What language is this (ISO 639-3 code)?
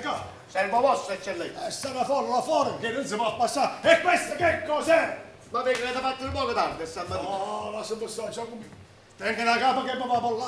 nap